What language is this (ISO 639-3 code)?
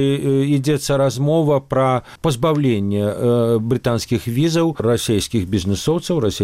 bel